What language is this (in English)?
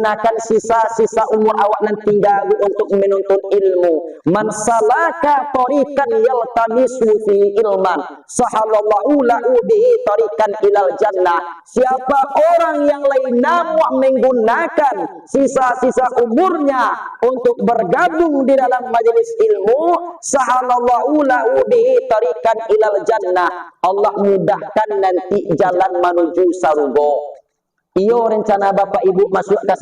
Minangkabau